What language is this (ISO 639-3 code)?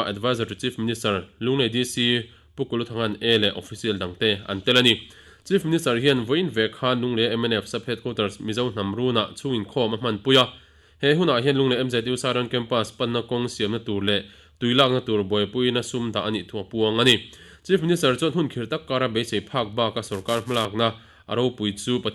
lus